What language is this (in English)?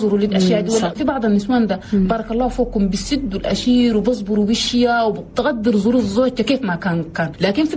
Chadian Arabic